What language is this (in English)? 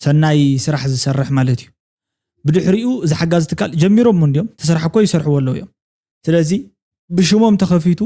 Tigrinya